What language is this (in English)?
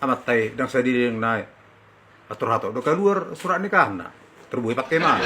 Batak Toba